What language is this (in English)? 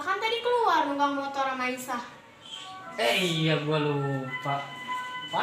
Betawi